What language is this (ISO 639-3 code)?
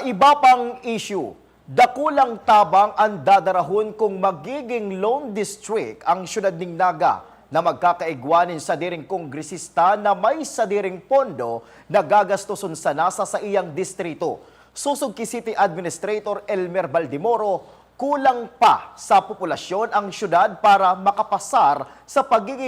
bik